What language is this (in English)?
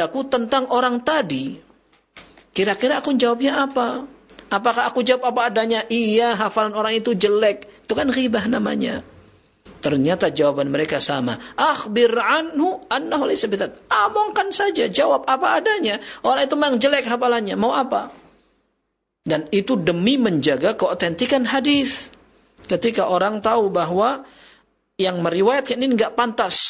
Indonesian